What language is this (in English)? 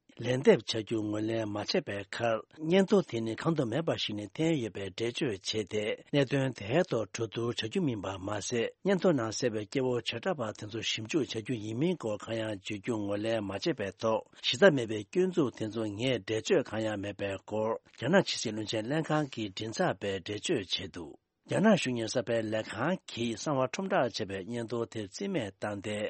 Tibetan